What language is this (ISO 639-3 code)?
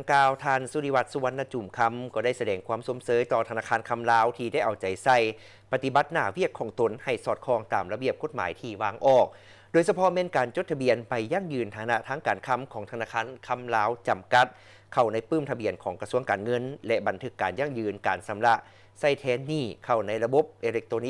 lao